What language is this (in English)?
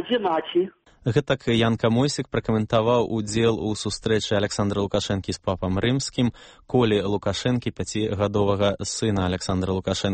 Belarusian